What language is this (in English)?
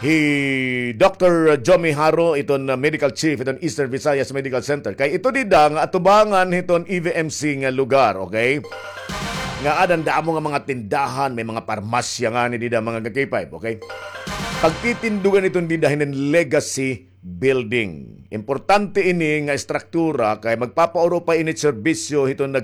Waray